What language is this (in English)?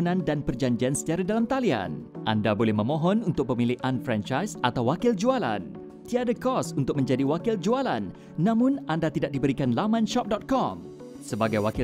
Malay